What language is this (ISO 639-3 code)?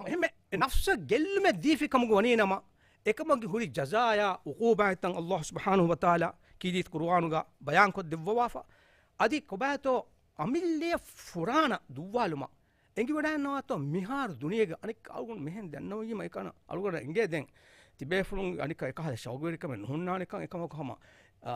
div